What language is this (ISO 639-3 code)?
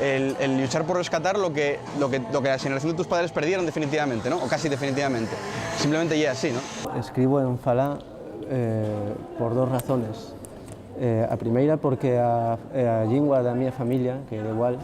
ast